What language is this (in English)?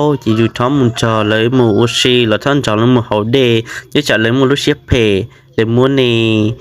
Hmong